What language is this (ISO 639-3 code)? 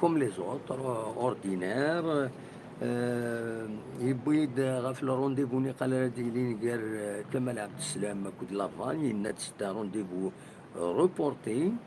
kab